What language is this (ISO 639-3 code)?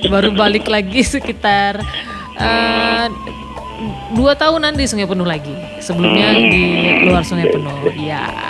ind